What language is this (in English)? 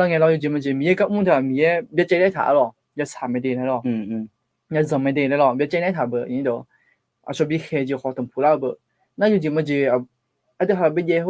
Akha